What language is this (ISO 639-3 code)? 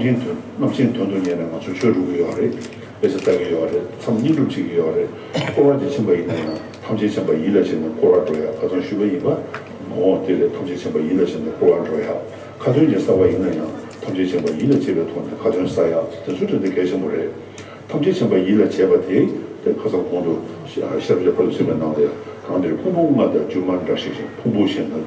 bod